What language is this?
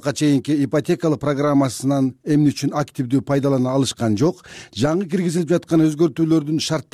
Kyrgyz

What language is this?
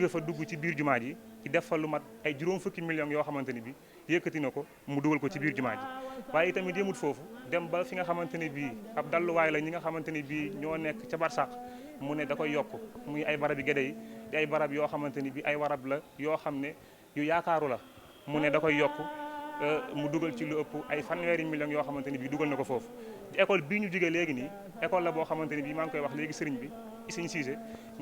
Wolof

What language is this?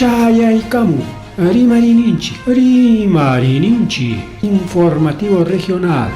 Ayacucho Quechua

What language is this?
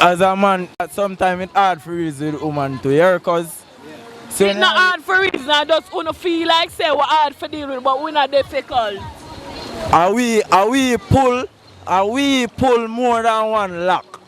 Jamaican Creole English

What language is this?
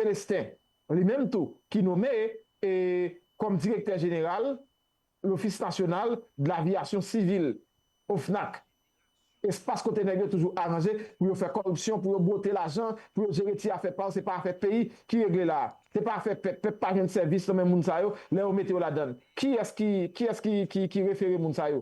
Haitian Creole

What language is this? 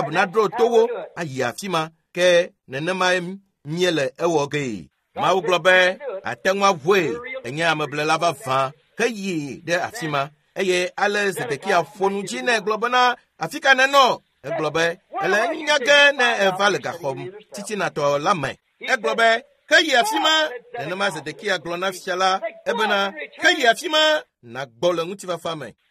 Ewe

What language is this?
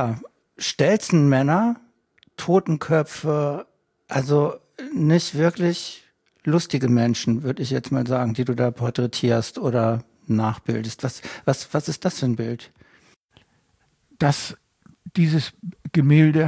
German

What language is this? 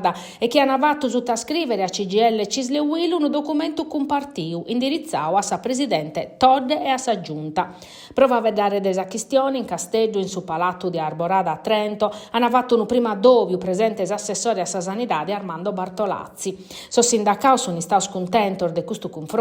Sardinian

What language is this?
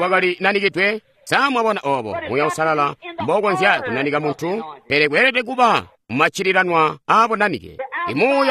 Tonga (Zambia)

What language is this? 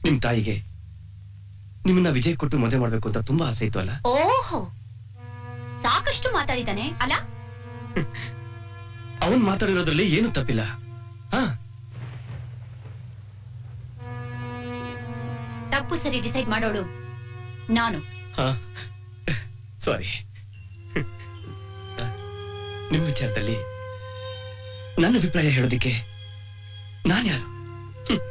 Kannada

